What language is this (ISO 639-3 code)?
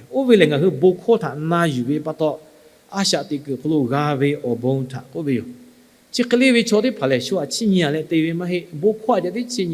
lhu